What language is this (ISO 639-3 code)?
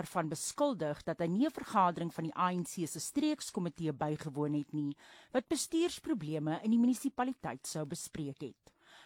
afr